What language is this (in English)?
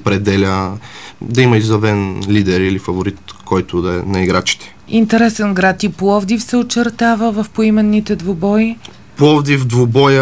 Bulgarian